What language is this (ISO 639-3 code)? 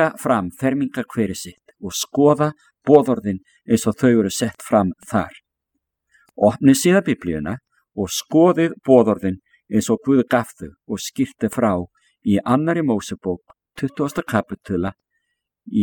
isl